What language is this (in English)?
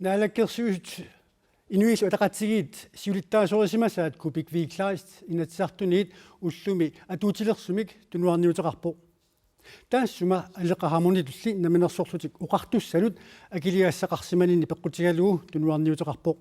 Kalaallisut